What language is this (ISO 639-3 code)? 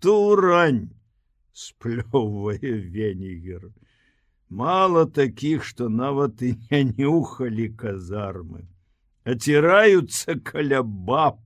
bel